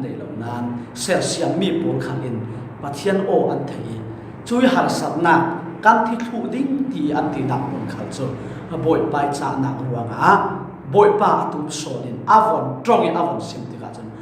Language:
Falam Chin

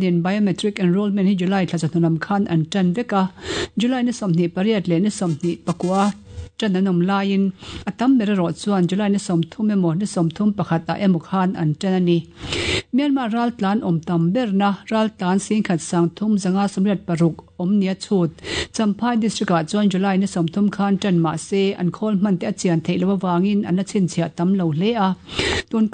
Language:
Mizo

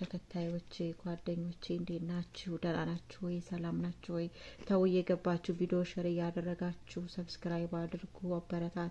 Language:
Amharic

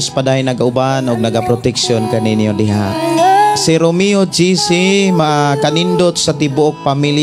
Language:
Cebuano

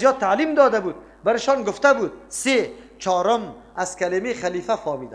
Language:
Persian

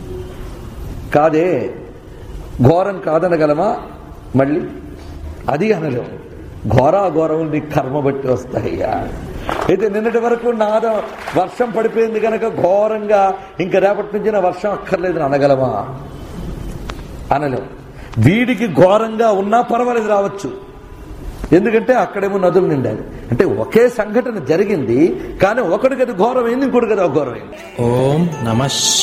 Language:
Telugu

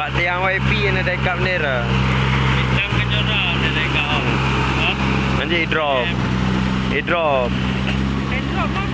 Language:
Achinese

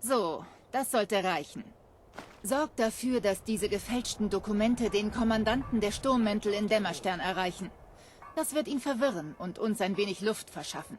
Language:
Bavarian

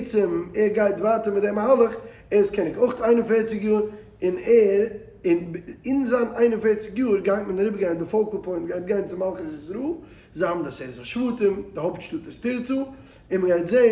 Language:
Yiddish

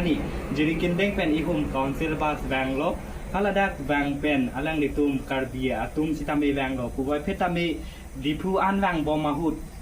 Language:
Karbi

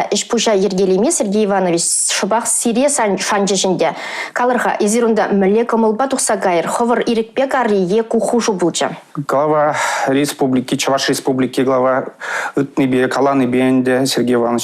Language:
Chuvash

